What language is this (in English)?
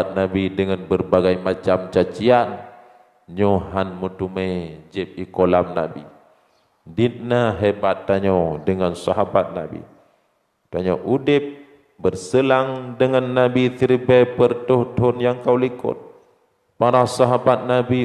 Achinese